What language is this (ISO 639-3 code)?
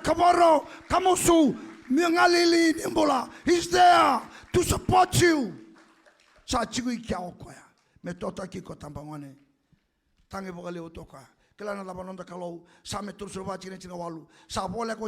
fij